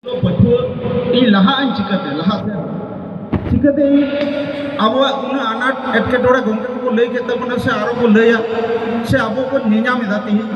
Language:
Santali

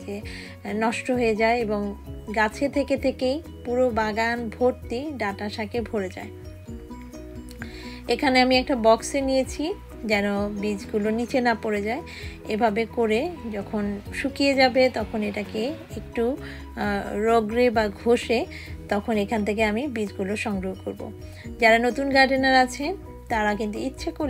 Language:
Bangla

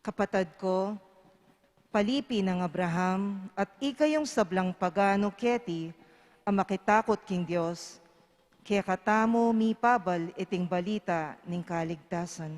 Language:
Pampanga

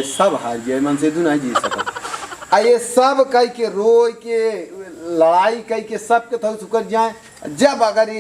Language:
Awadhi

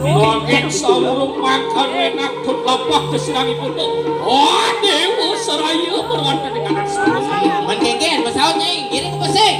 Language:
Balinese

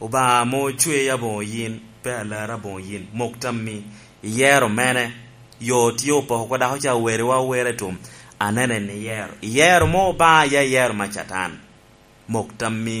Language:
Lango (Uganda)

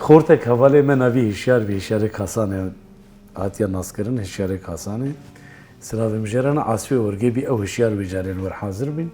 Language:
Kurdish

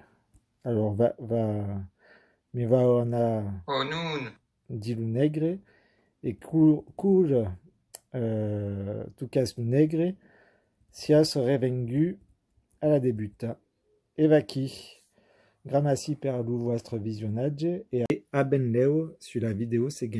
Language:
Occitan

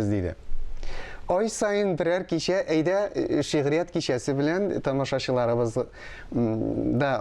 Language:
Tatar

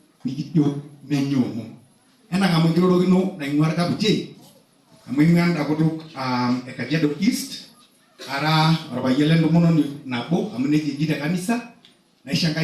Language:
Masai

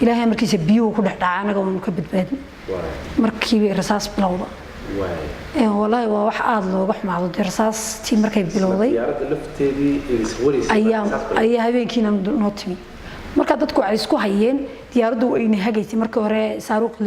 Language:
Somali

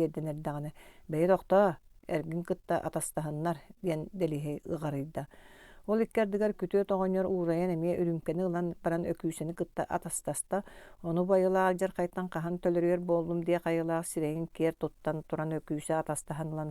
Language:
Yakut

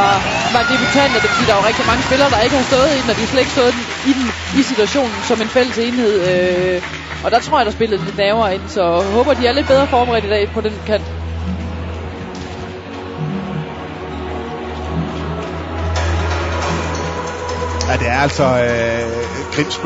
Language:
Danish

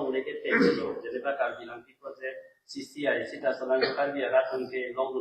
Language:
Karbi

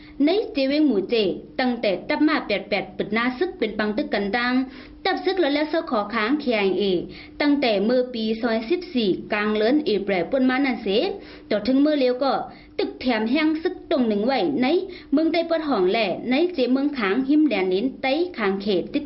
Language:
Shan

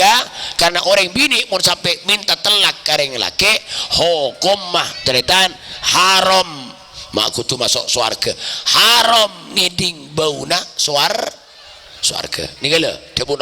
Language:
Madurese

